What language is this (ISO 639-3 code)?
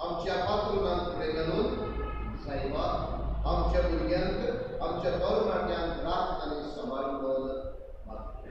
kok